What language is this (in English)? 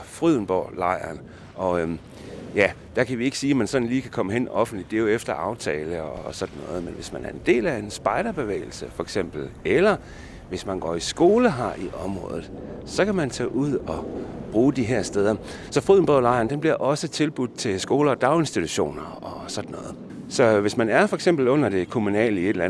Danish